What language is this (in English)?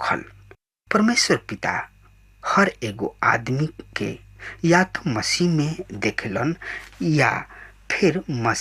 Bhojpuri